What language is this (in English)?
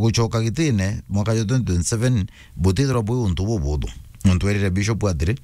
Meru